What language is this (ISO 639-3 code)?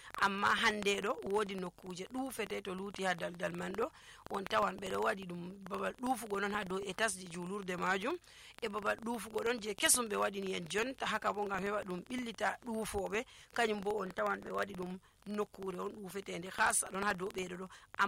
fuv